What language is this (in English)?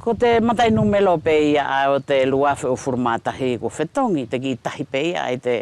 Wallisian